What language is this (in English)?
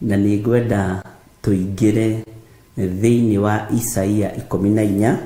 Kikuyu